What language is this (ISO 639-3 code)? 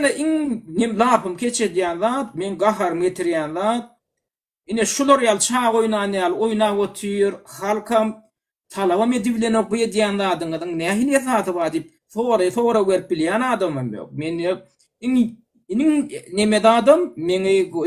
tuk